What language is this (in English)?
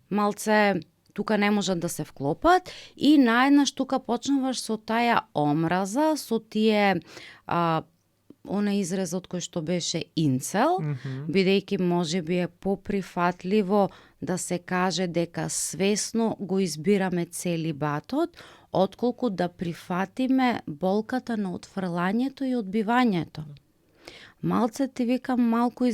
Macedonian